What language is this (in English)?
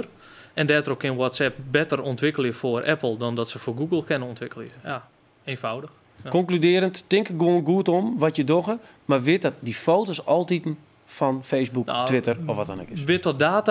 Western Frisian